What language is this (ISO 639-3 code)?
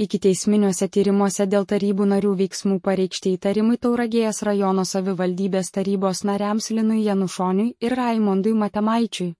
lit